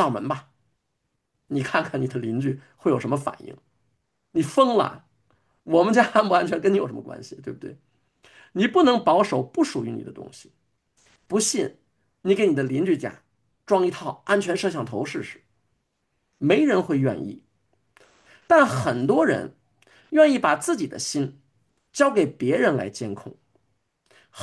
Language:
Chinese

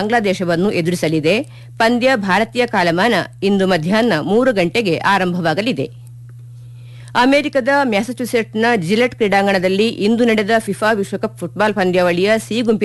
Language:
Kannada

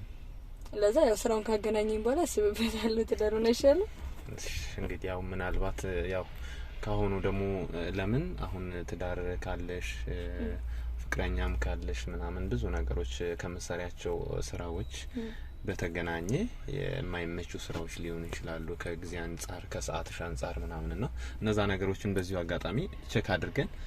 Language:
Amharic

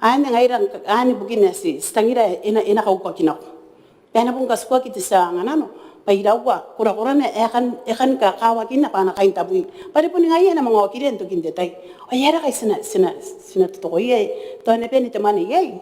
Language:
Gilbertese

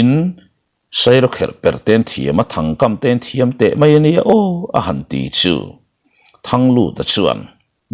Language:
Mizo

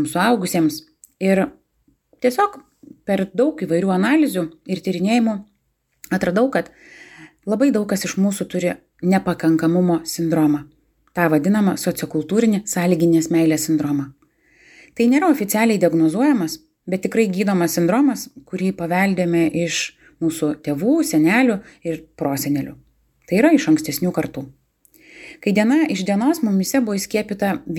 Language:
Lithuanian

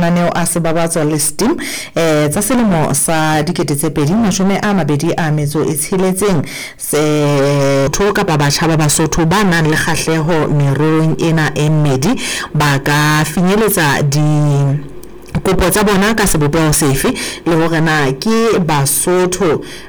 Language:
Southern Sotho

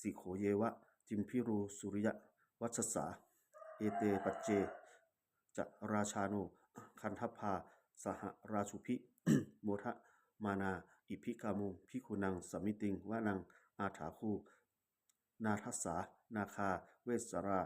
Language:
Pali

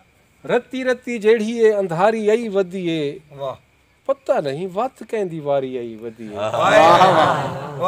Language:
Saraiki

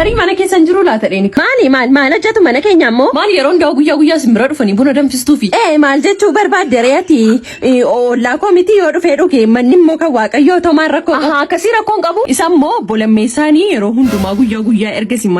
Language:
Oromo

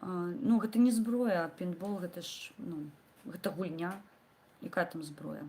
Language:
Belarusian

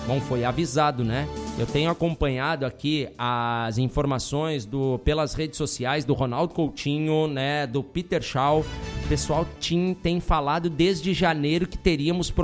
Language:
Portuguese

